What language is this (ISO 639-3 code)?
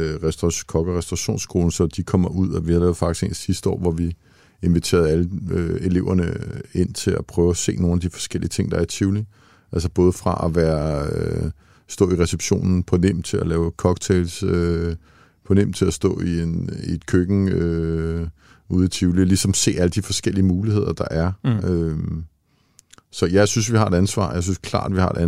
dan